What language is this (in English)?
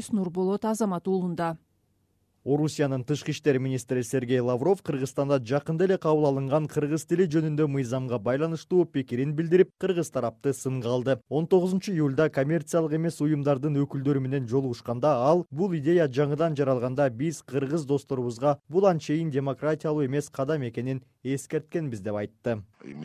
Kyrgyz